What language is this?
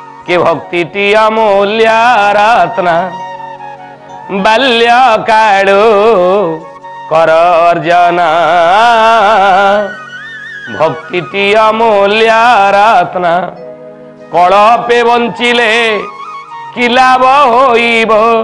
Odia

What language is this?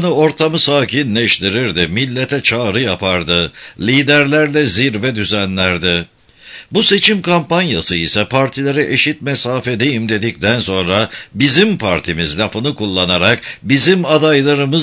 Turkish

